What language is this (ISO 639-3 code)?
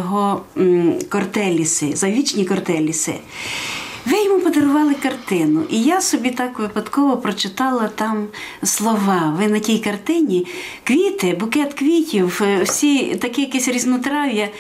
ukr